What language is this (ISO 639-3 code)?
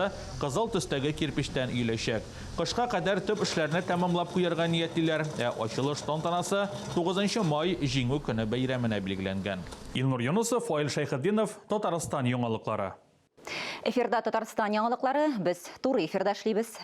tat